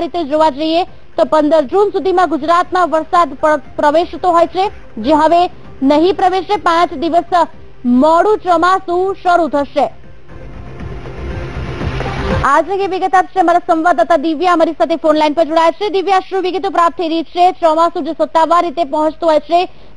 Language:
Gujarati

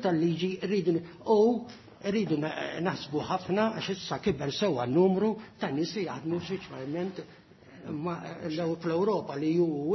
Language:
Maltese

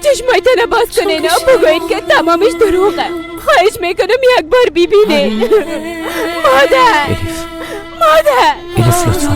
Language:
Persian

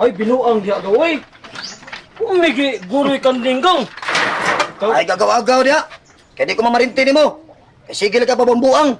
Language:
Cebuano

